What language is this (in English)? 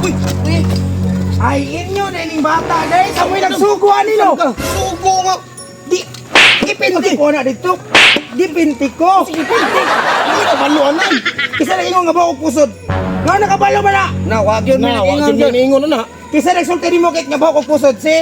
Cebuano